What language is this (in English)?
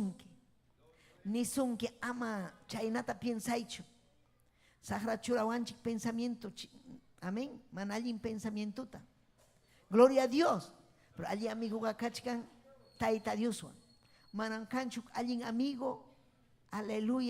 Ayacucho Quechua